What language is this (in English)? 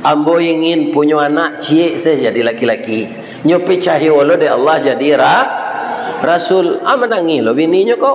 Minangkabau